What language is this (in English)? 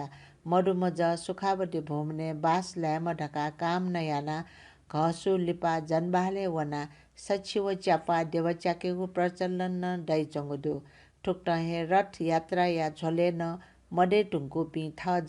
Newari